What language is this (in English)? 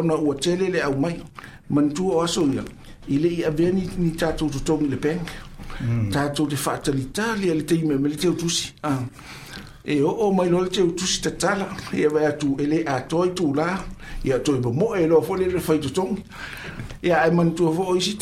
Samoan